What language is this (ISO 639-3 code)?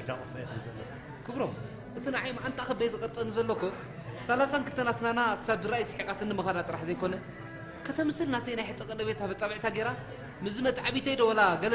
tir